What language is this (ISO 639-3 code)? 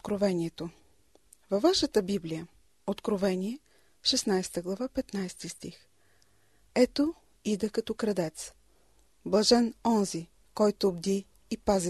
bul